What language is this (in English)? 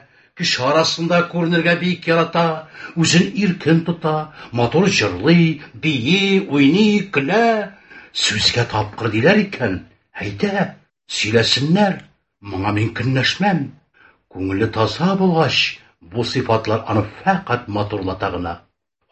Tatar